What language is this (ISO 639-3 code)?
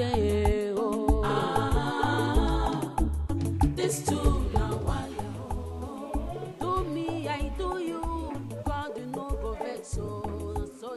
pcm